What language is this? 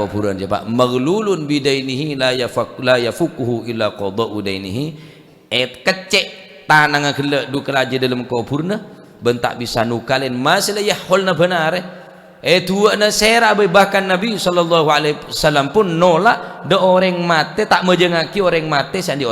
Madurese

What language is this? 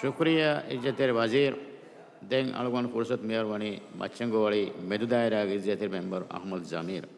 Divehi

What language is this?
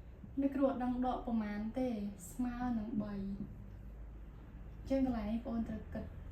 Khmer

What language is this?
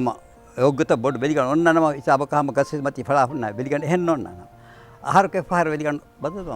Divehi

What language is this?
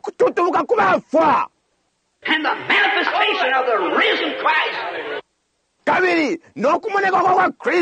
Bemba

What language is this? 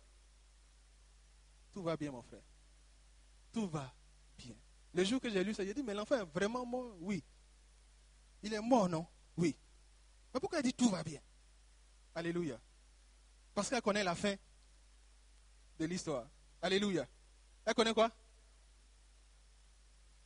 French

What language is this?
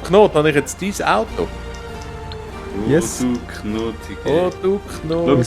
Swiss German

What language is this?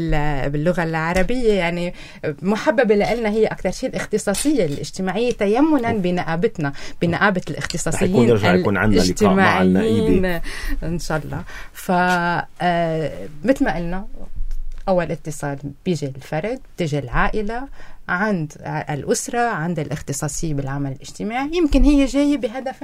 North Levantine Arabic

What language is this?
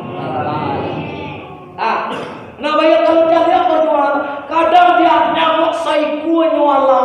Minangkabau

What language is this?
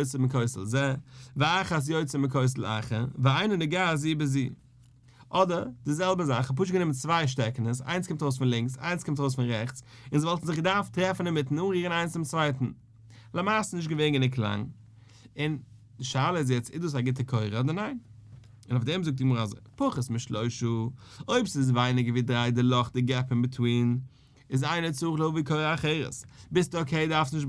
Yiddish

